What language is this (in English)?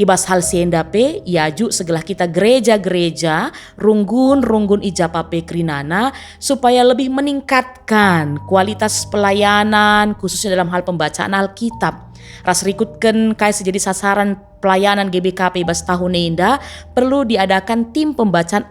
Batak Karo